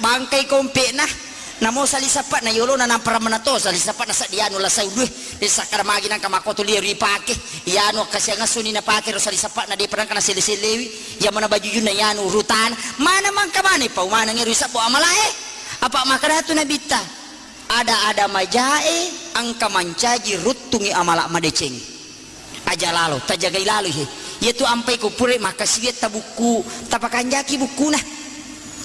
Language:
Buginese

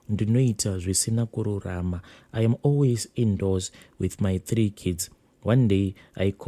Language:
Shona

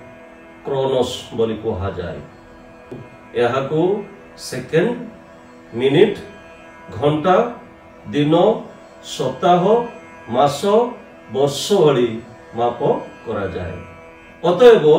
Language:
Odia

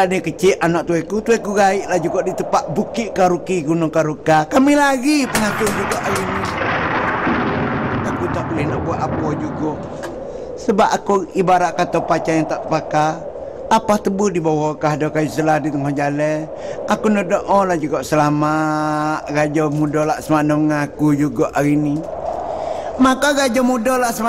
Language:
Malay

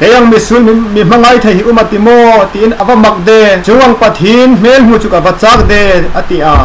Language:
Hmar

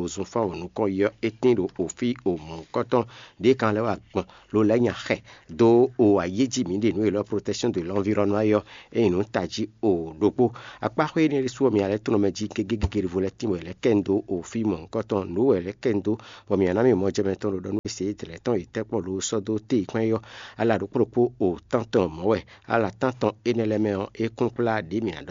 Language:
Fon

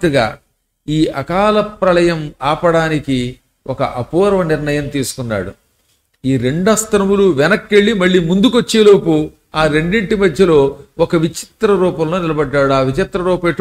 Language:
Telugu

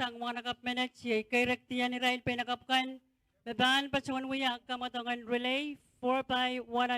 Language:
Pohnpeian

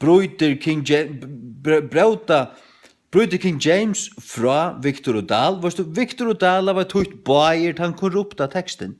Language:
Faroese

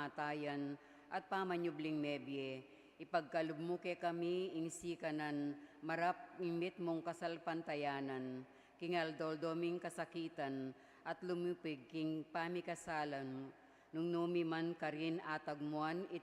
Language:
Pampanga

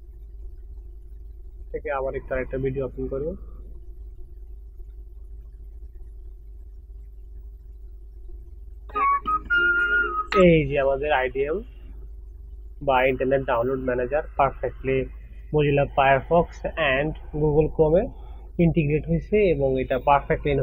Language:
Bangla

